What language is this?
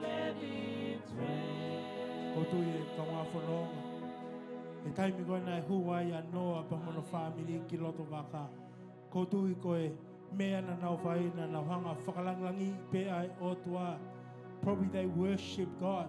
Tongan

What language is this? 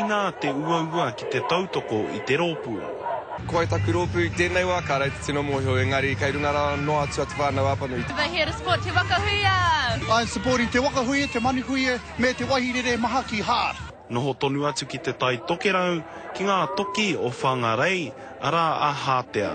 Māori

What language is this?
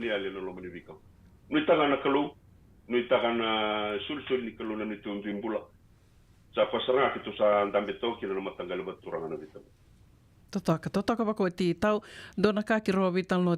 Fijian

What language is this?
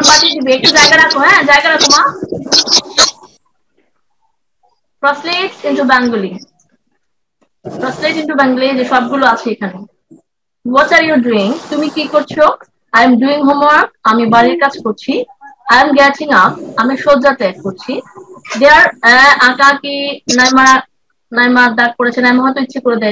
Bangla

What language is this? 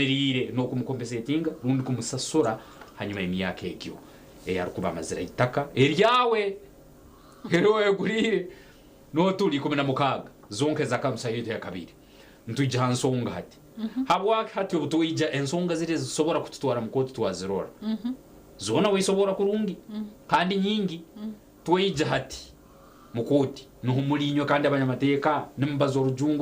Nyankole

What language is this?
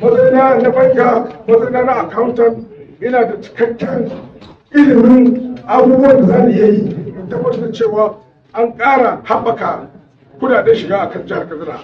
Hausa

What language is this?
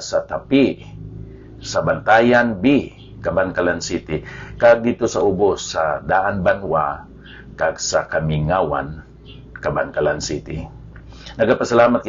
Hiligaynon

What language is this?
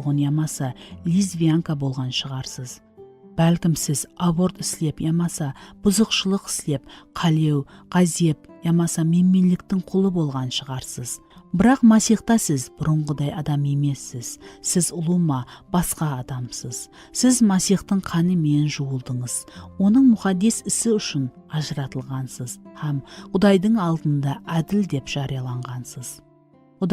Kara-Kalpak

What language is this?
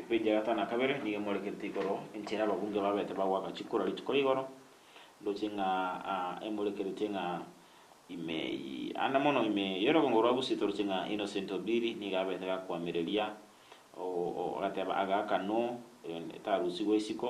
Gusii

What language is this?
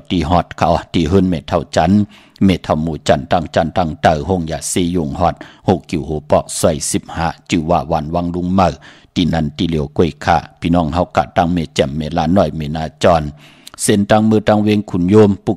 Shan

